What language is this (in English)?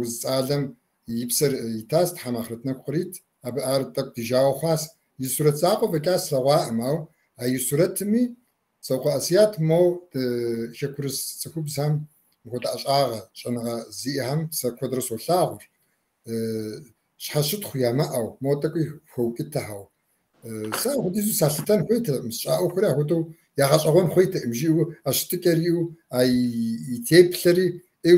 Kabardian